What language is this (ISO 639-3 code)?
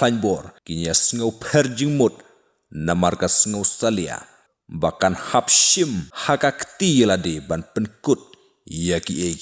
kha